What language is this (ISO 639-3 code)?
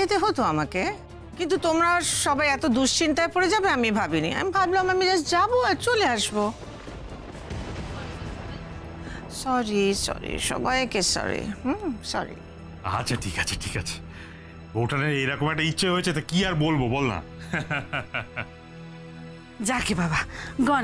ben